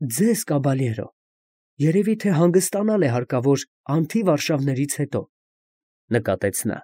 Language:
Armenian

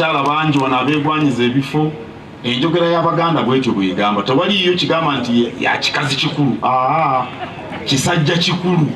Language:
Ganda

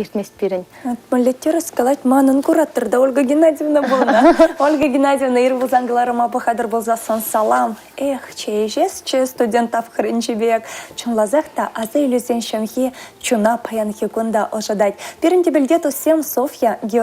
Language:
Chuvash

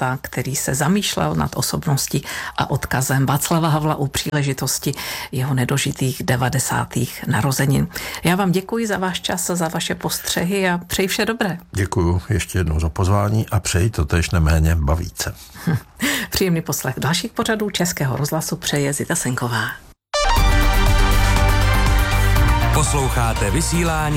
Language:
Czech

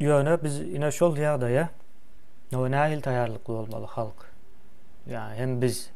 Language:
Turkmen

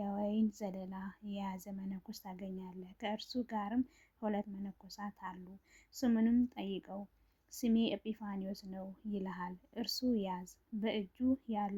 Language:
Amharic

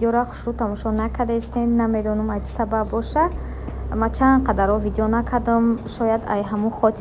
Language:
Tajik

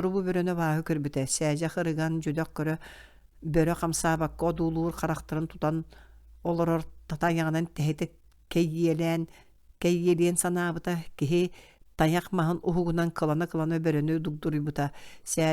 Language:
Yakut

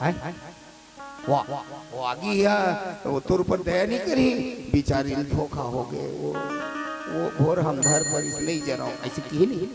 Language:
Chhattisgarhi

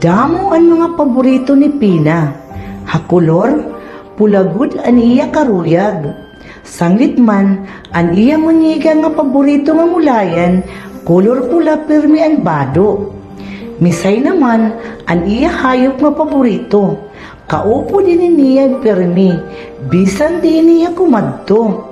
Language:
Waray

